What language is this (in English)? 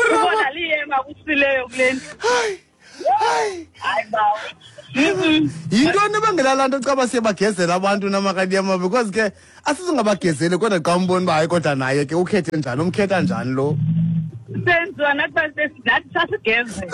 Xhosa